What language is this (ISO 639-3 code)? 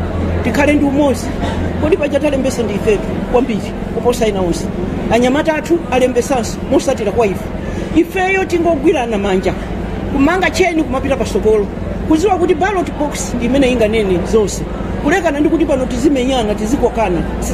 nya